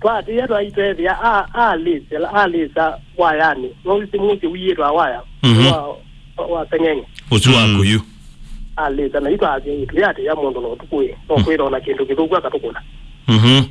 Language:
Kamba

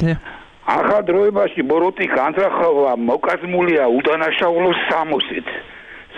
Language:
Georgian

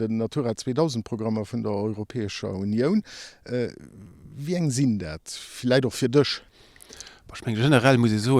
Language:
Luxembourgish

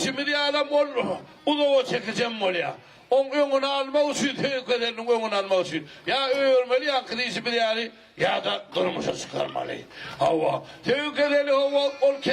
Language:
Turkmen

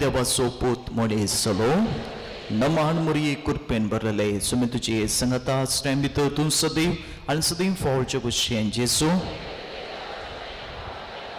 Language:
Konkani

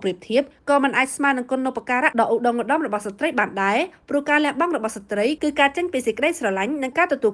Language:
Khmer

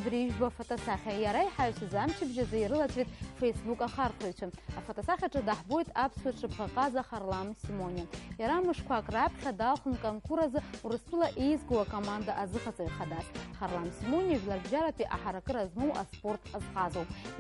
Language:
Abkhazian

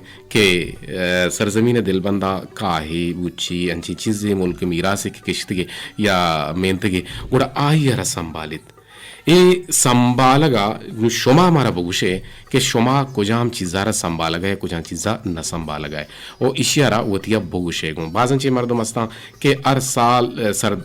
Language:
Eastern Balochi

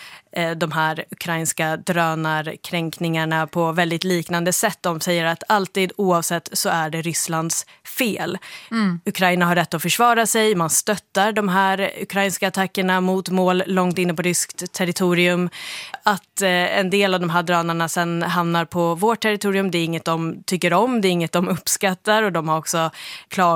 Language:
Swedish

